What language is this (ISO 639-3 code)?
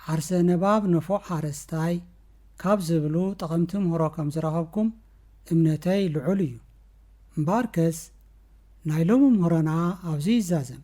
tir